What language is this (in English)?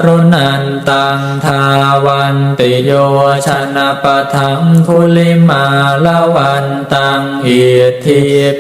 Pali